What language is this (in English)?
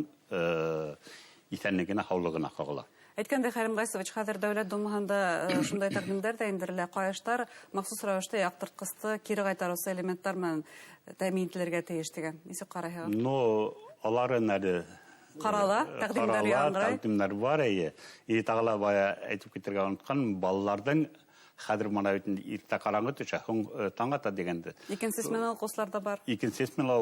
Bashkir